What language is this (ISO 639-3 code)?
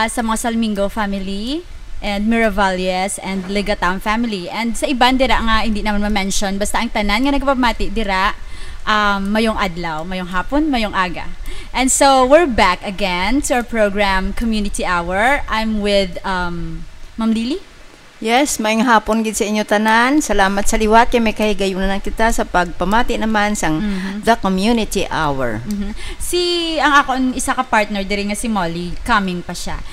hil